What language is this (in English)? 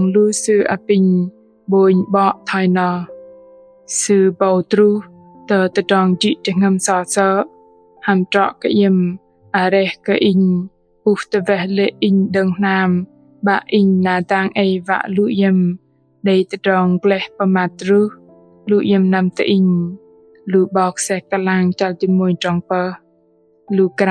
Bahnar